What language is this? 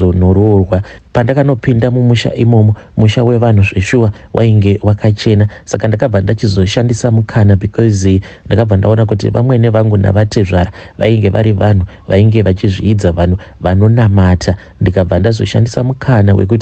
Shona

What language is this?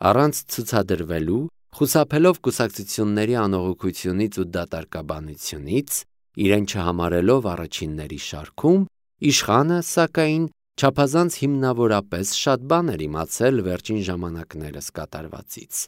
Armenian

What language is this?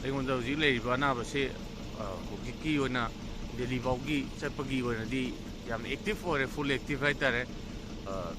Manipuri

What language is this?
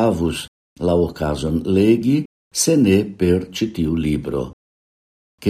Esperanto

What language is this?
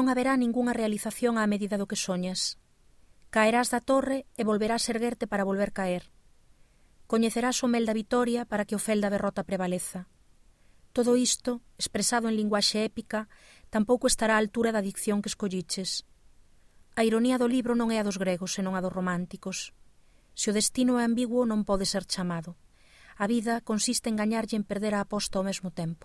Galician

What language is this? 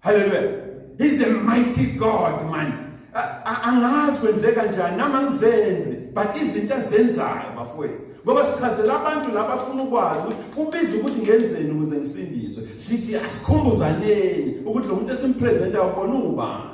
Zulu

